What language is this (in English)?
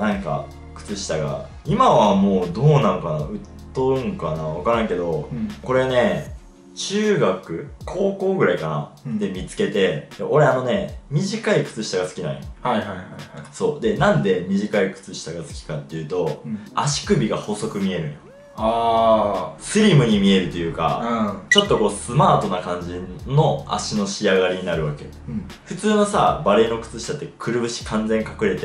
Japanese